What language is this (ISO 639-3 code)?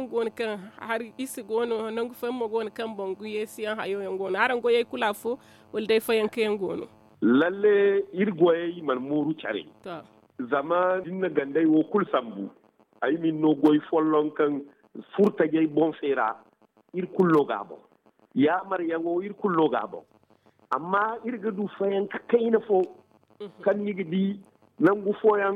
dje